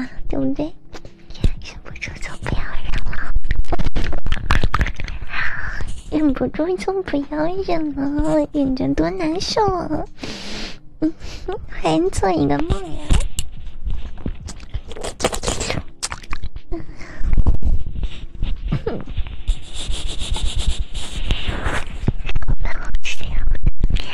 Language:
Chinese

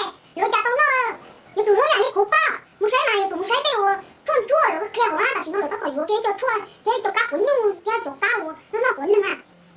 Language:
Hmong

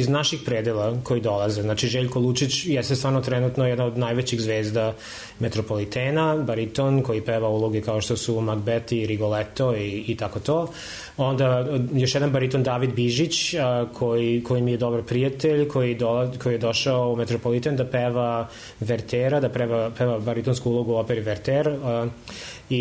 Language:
Serbian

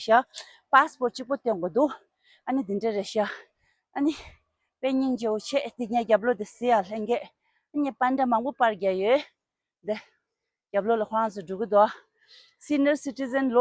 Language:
Tibetan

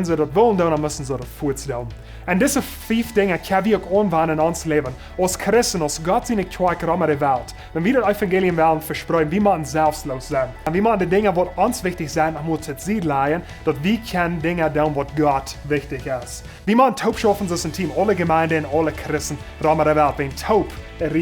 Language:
Plautdietsch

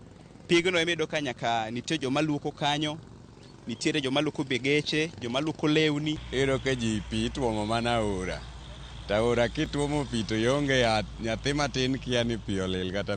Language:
Luo (Kenya and Tanzania)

